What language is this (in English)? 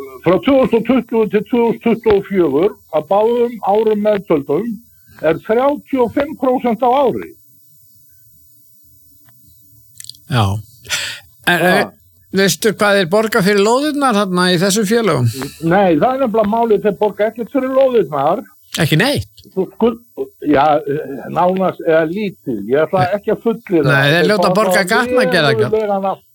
Icelandic